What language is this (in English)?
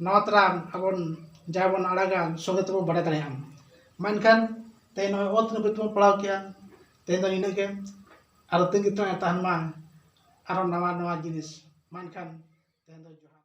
Santali